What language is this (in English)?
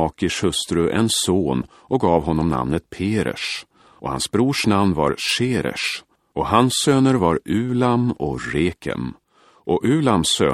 Swedish